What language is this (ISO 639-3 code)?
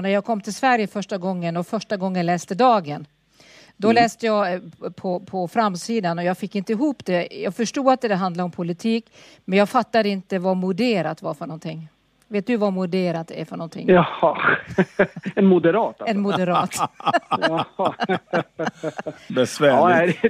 swe